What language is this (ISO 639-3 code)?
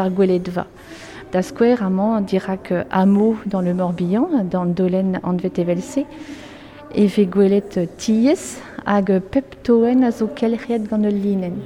bre